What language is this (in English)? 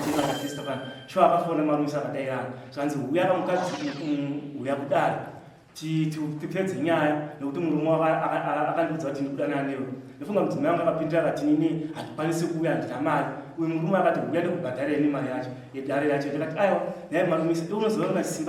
Shona